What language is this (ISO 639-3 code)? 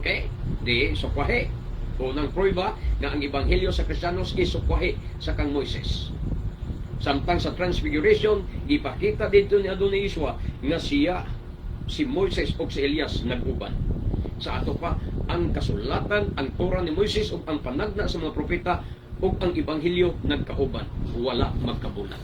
ceb